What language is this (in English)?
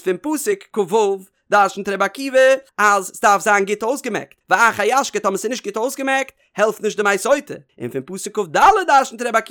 Yiddish